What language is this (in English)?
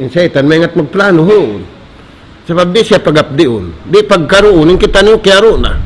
Tausug